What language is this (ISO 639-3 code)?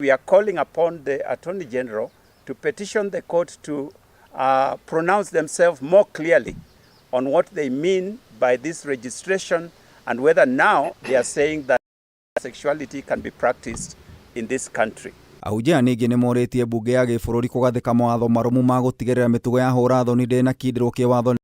kik